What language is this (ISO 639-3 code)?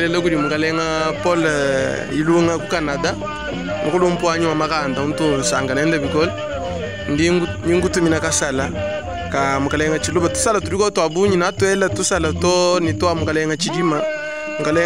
lua